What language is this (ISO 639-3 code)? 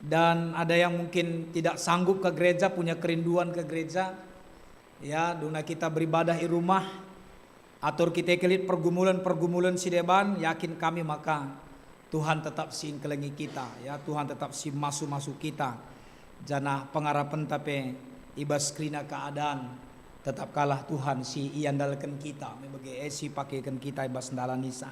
btx